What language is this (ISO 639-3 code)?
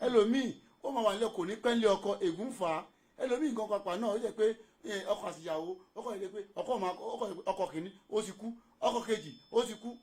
yor